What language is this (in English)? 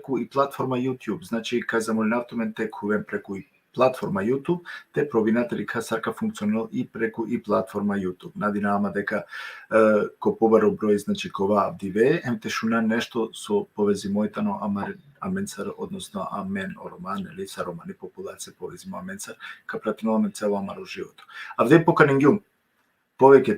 Balkan Romani